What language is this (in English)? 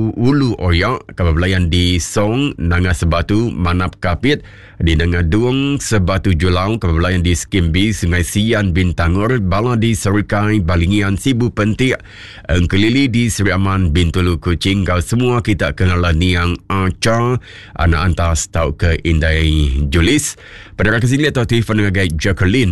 Iban